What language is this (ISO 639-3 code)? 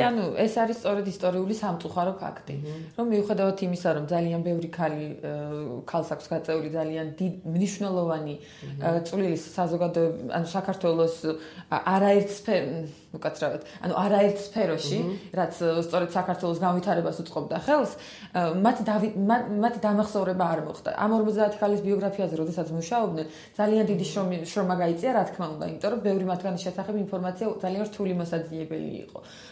kat